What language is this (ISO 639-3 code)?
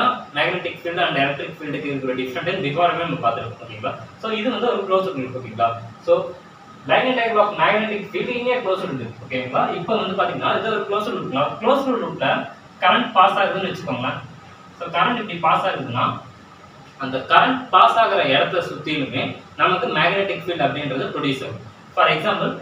tam